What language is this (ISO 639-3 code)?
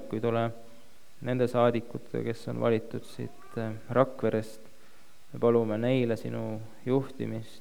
est